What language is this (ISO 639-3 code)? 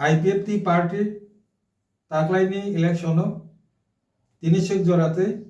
trp